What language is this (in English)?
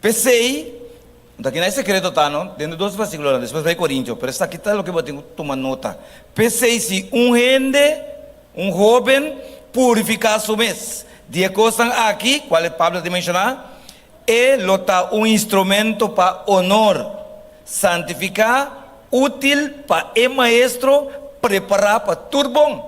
Papiamento